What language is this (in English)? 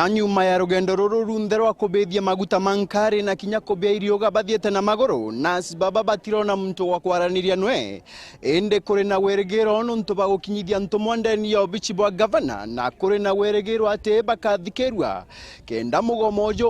Meru